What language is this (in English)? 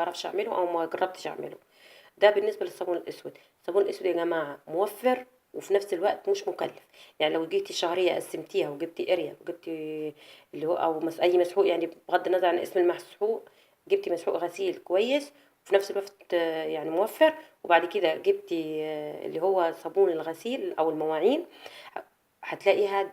Egyptian Arabic